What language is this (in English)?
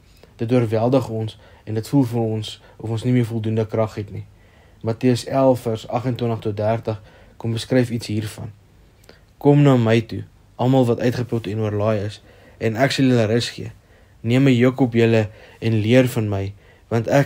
Afrikaans